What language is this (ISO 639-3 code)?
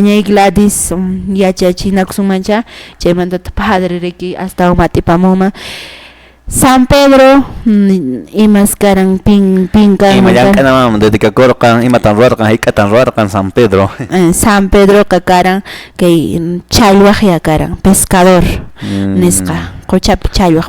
que